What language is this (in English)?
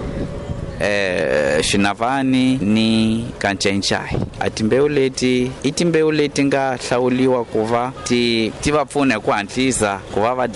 Tsonga